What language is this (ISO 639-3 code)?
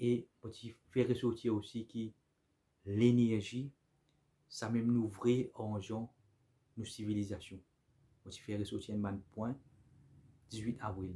mfe